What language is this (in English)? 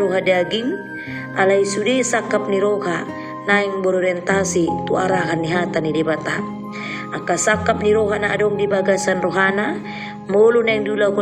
Batak Toba